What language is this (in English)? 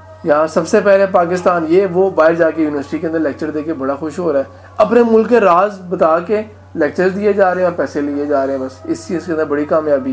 Urdu